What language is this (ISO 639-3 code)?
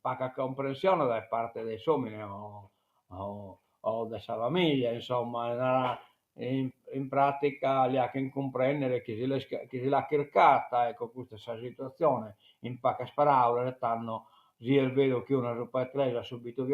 srd